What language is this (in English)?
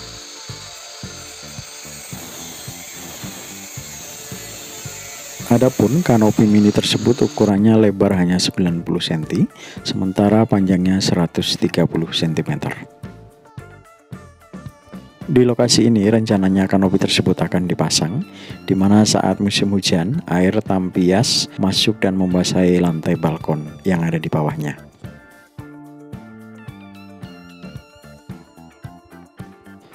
Indonesian